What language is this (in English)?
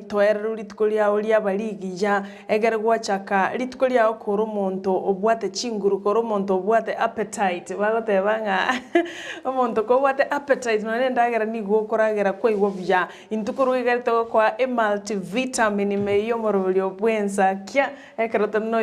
Gusii